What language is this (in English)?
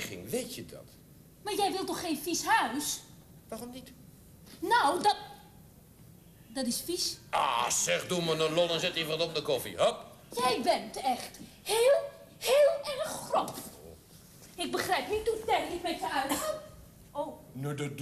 Dutch